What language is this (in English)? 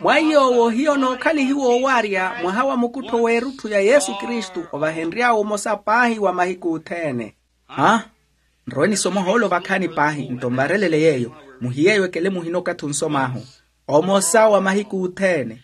Makhuwa